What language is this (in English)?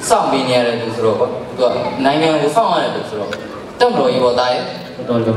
Burmese